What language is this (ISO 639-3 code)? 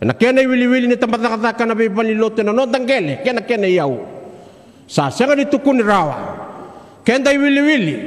fij